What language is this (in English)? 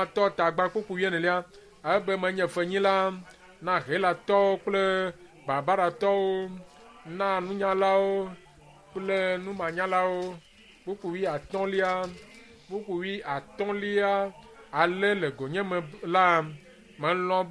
Ewe